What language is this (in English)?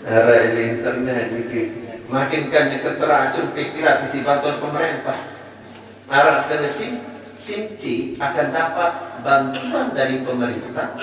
Sasak